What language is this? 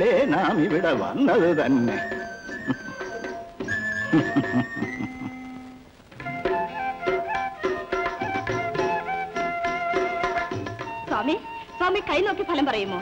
Malayalam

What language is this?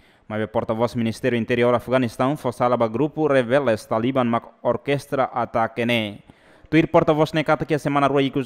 Tetum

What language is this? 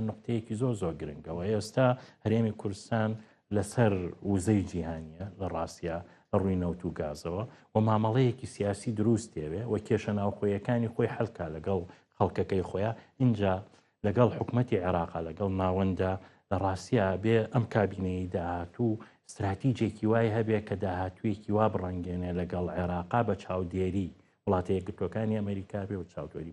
Central Kurdish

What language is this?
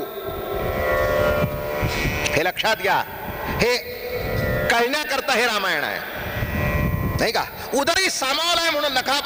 Marathi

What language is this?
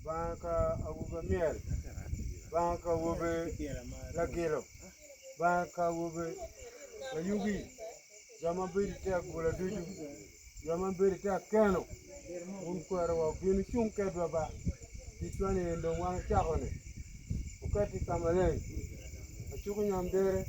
Acoli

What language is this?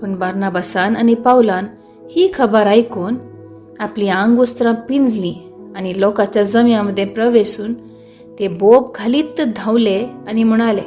Konkani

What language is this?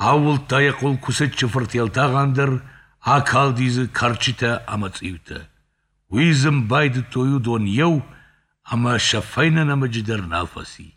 Ossetic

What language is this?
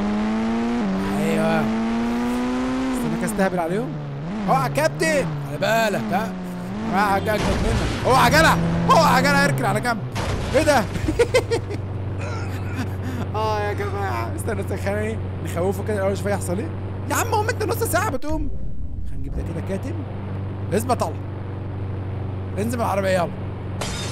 Egyptian Arabic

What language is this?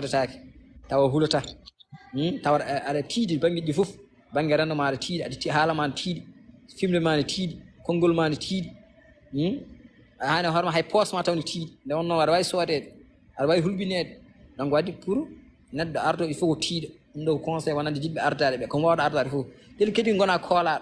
Fula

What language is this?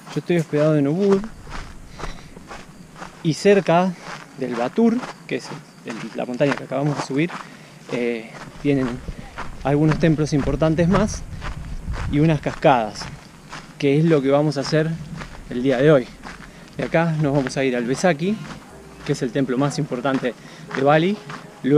Spanish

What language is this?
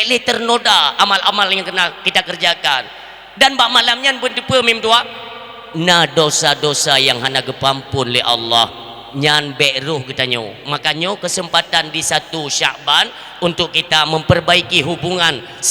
Achinese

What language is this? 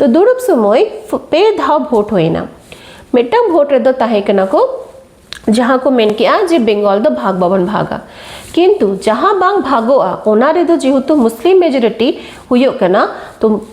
Santali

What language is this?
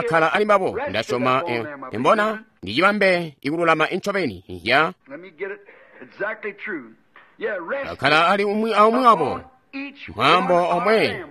Tonga (Zambia)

